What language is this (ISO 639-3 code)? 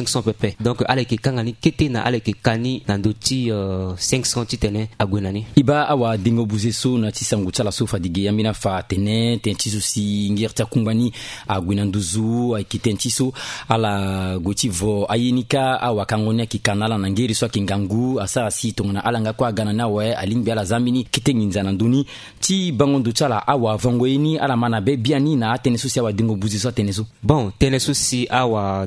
sag